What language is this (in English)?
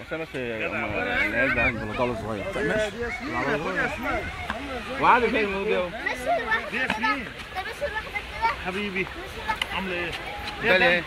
Egyptian Arabic